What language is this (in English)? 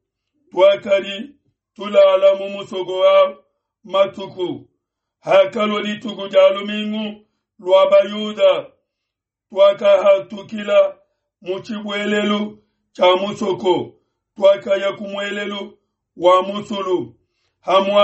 Luba-Lulua